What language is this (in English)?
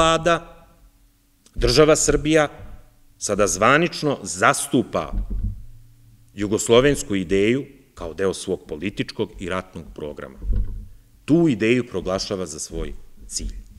Serbian